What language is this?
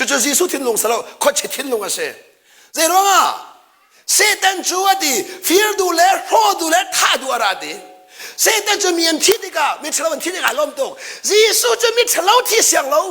Hakha Chin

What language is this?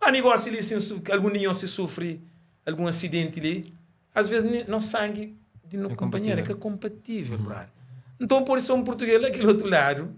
Kabuverdianu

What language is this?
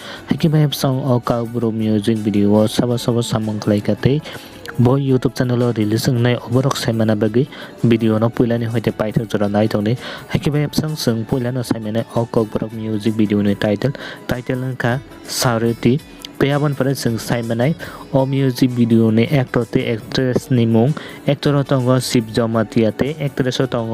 Kok Borok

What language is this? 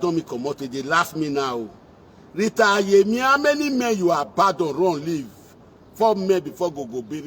Nigerian Pidgin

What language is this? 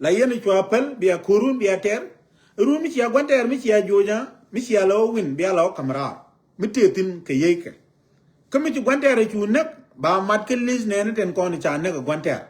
Nuer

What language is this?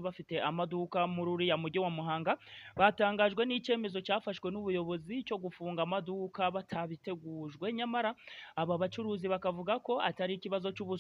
Kinyarwanda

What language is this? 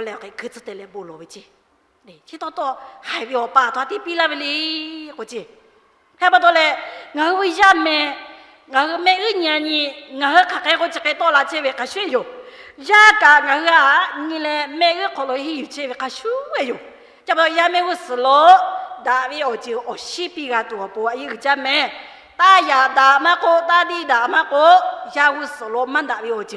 Lahu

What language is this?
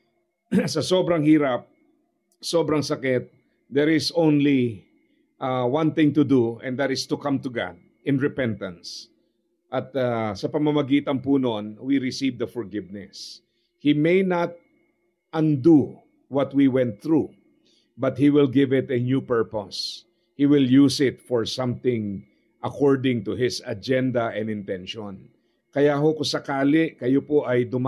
Filipino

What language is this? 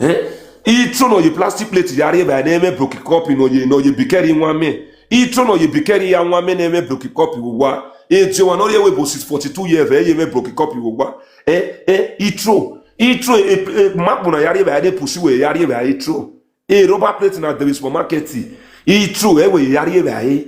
Nigerian Pidgin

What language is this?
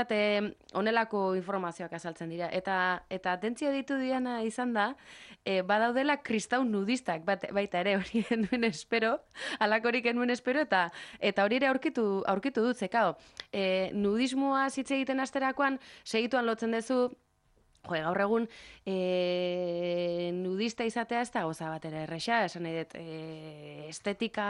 Basque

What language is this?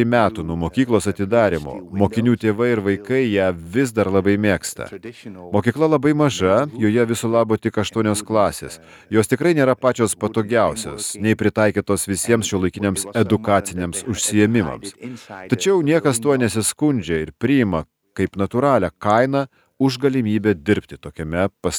Lithuanian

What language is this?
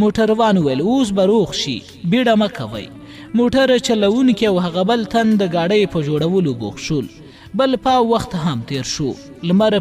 Pashto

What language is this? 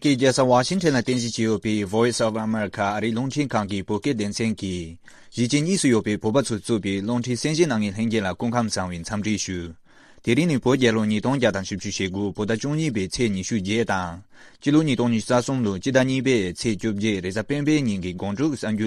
Tibetan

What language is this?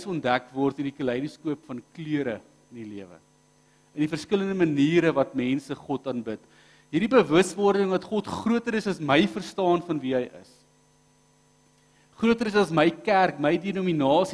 Afrikaans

